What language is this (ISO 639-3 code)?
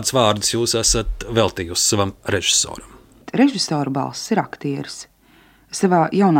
lav